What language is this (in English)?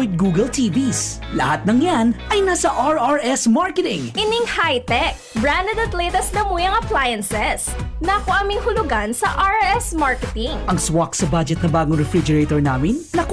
Bikol